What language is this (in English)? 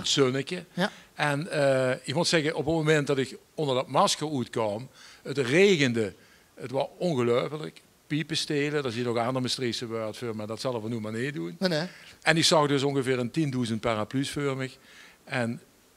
Limburgish